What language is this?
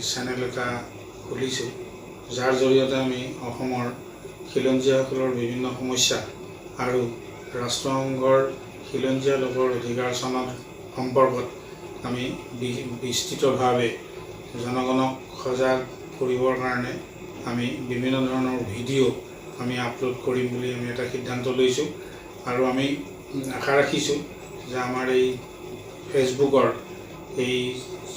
Assamese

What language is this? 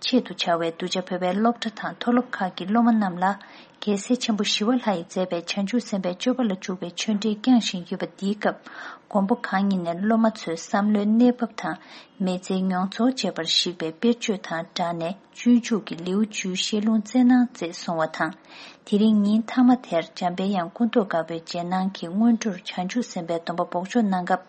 Tibetan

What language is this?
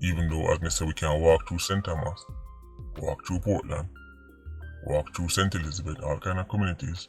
Jamaican Creole English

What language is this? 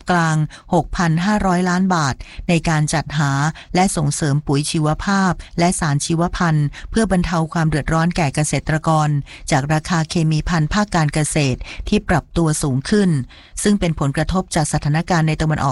Thai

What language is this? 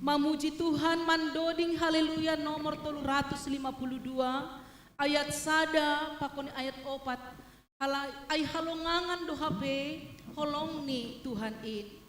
Batak Simalungun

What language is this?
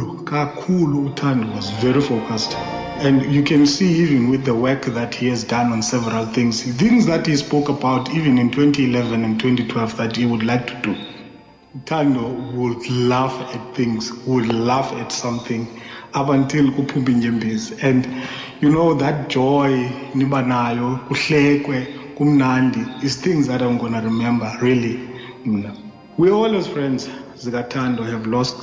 Xhosa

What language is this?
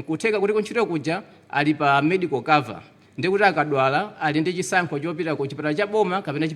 Nyanja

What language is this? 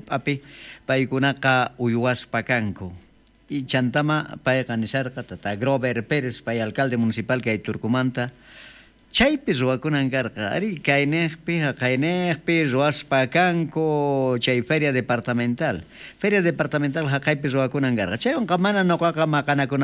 South Bolivian Quechua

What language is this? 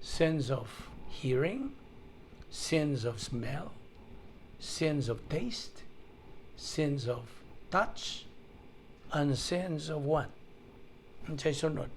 Cebuano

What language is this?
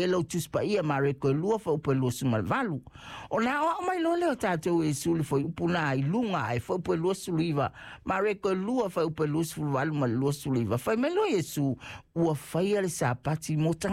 Samoan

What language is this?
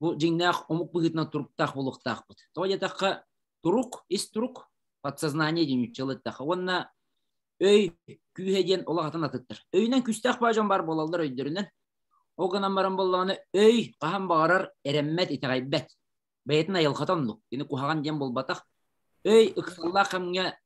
Yakut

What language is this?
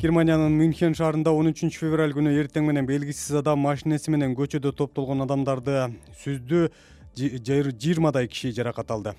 Kyrgyz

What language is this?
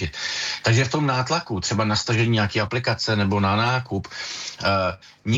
Czech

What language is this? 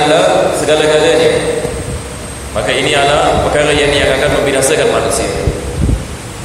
Malay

